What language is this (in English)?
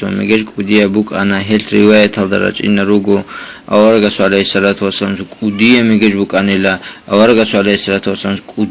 Avaric